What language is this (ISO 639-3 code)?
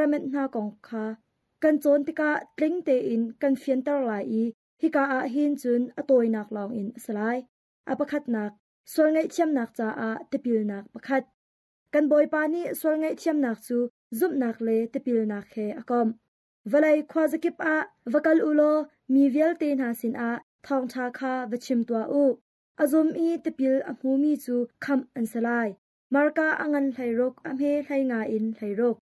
cnh